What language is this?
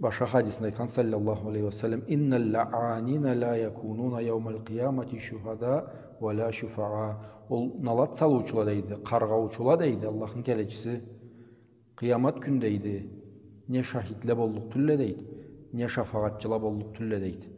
Karachay-Balkar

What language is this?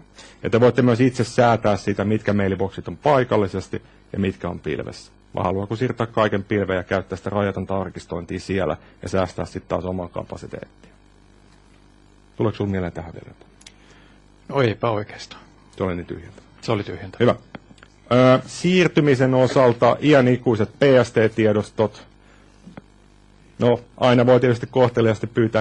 Finnish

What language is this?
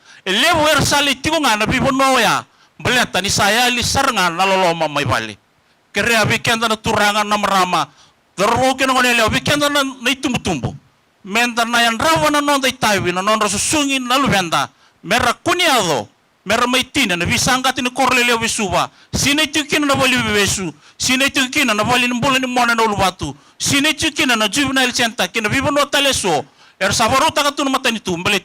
Fijian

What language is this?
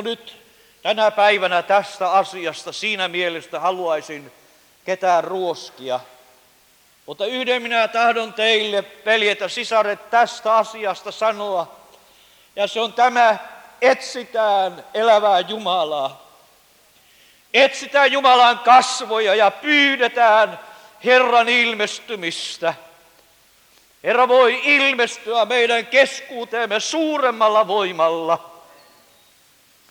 Finnish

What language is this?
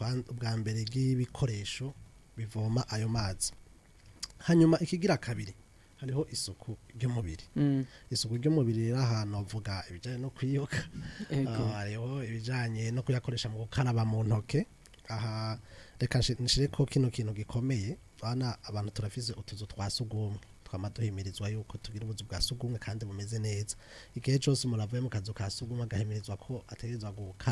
Rundi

